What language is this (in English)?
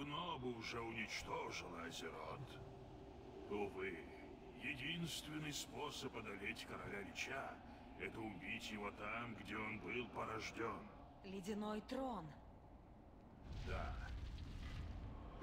Russian